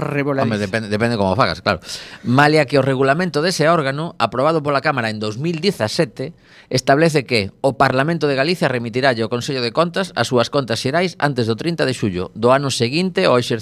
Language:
Galician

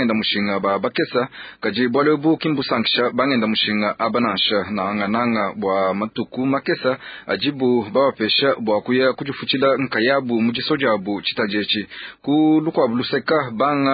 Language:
Luba-Lulua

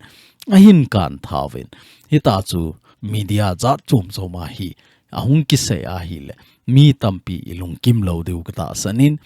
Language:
Thado Chin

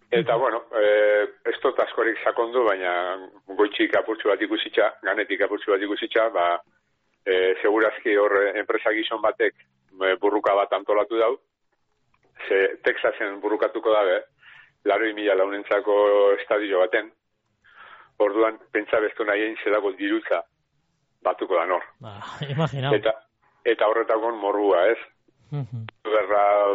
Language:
Basque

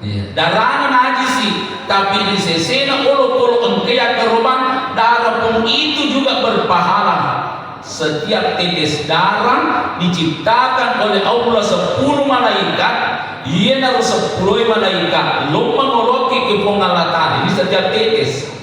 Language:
Buginese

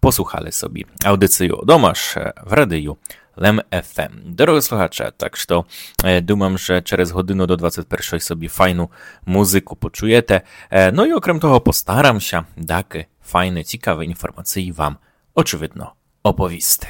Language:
Rusyn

